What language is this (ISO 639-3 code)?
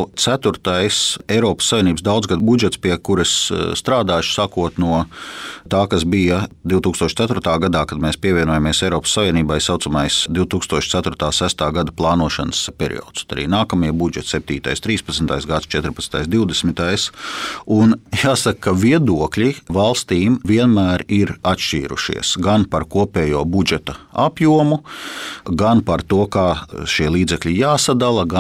lav